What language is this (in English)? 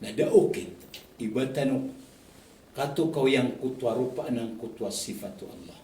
Maranao